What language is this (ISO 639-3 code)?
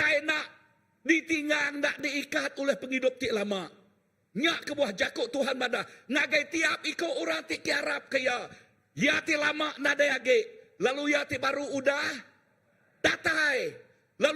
iba